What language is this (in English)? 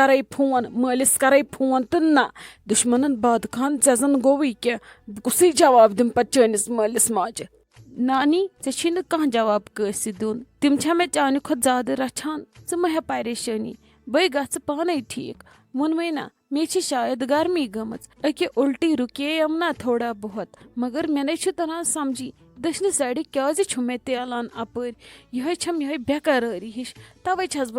Kashmiri